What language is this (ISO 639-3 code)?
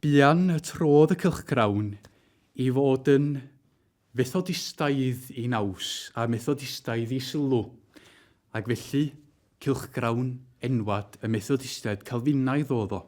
cym